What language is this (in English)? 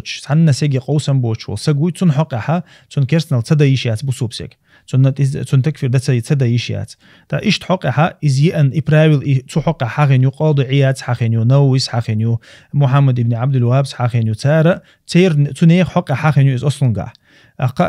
Chechen